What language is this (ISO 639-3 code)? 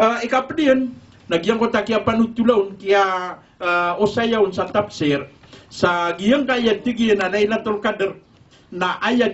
mrw